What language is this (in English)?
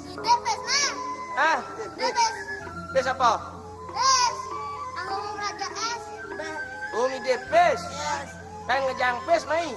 Balinese